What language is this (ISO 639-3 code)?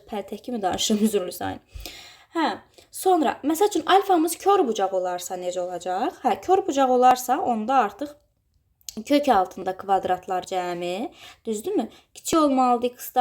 aze